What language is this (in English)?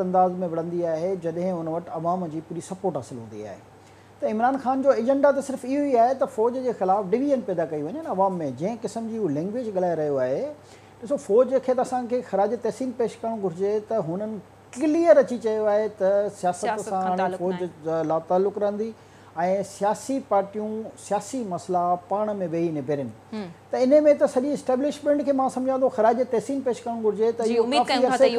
Sindhi